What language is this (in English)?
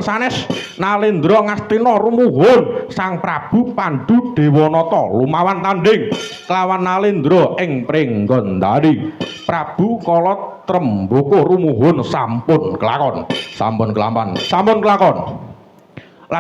Javanese